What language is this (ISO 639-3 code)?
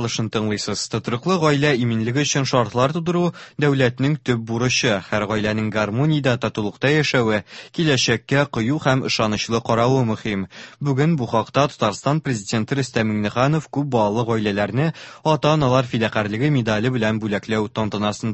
tat